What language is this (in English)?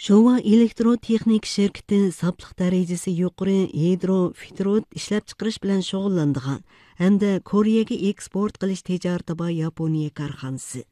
Uyghur